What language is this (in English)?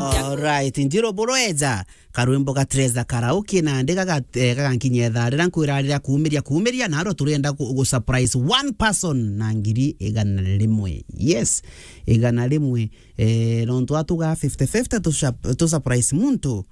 Meru